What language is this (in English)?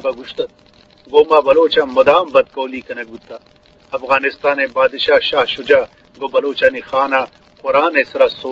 Eastern Balochi